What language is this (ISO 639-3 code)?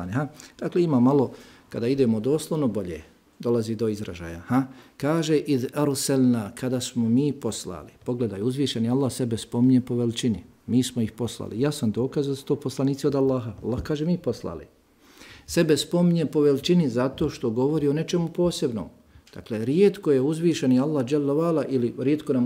bos